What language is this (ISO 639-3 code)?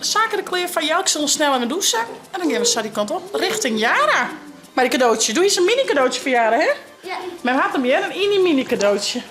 fry